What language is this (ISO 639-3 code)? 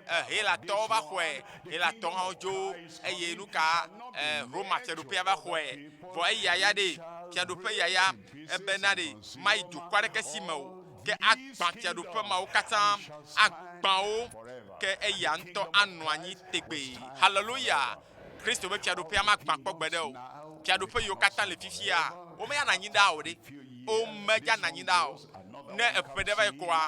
ewe